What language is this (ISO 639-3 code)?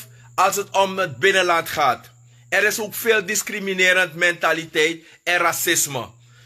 srn